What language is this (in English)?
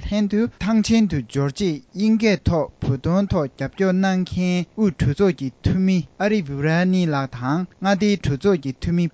Tibetan